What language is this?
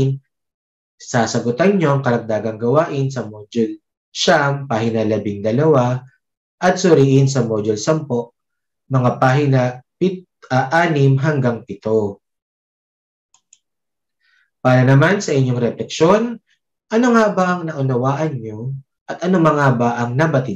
Filipino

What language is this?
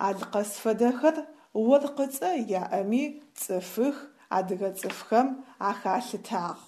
Adyghe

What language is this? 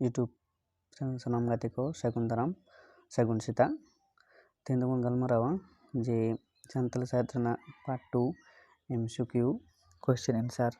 Santali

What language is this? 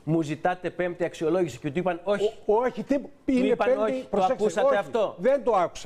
Greek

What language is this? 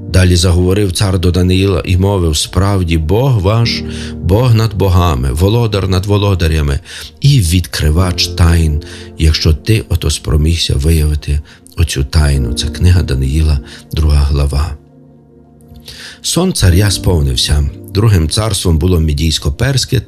Ukrainian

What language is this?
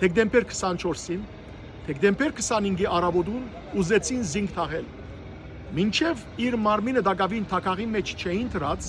Western Armenian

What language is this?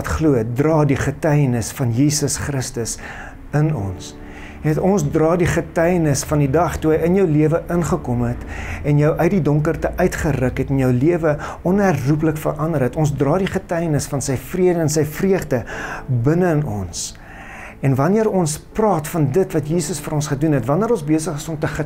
Afrikaans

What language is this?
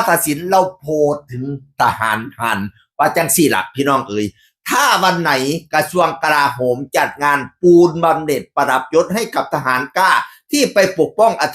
Northeastern Thai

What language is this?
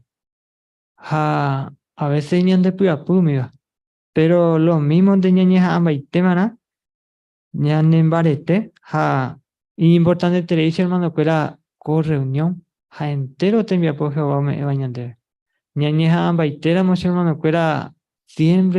Guarani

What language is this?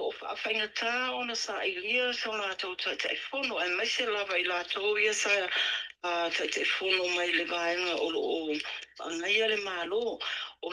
Samoan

